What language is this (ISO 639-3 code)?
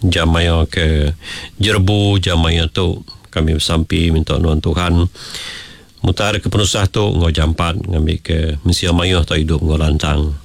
iba